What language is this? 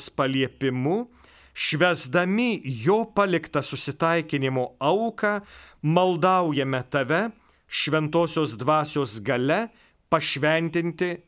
Lithuanian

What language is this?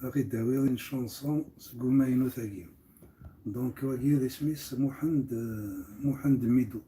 Kabyle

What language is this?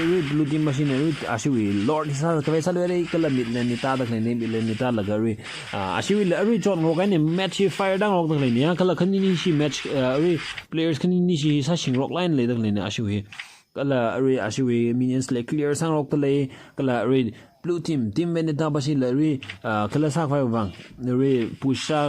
Tangkhul Naga (India)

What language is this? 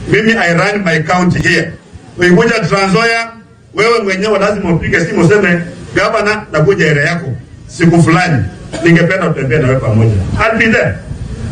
Swahili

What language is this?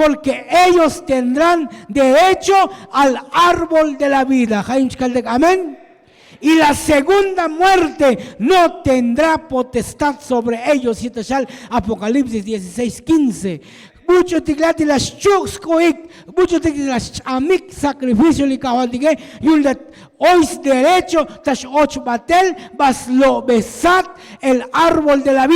Tzotzil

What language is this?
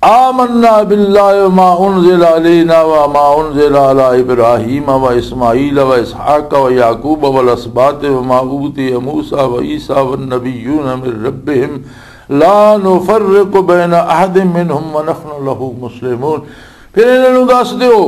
Western Panjabi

